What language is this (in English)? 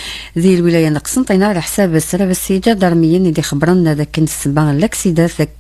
Kabyle